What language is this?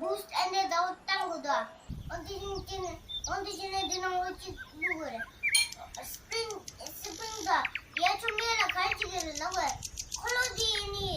Tibetan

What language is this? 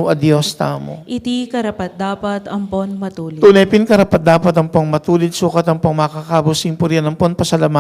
Pampanga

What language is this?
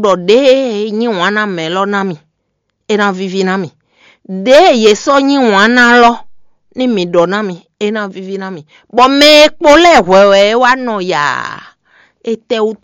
Fon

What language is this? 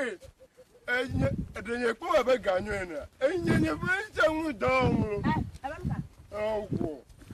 Ewe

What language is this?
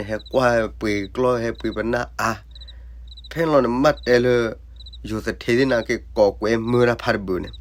S'gaw Karen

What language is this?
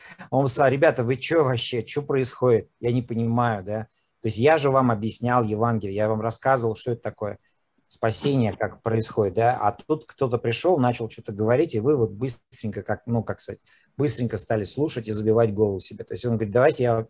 Russian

